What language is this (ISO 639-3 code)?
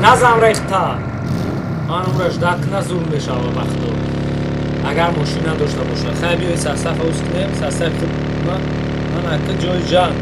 tgk